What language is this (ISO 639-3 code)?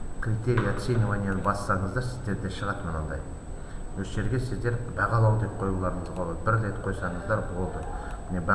kaz